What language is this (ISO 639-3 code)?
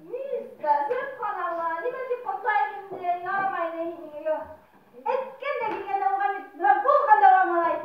bak